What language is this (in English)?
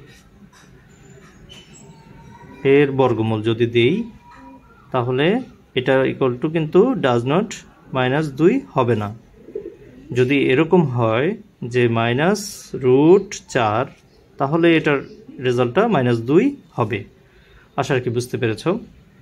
Bangla